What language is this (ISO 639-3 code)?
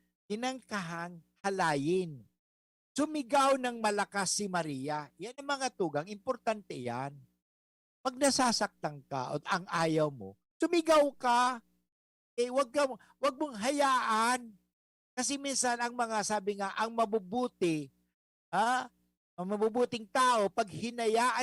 bik